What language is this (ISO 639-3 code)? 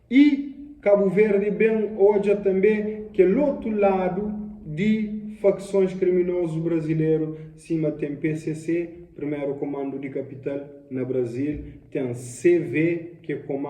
kea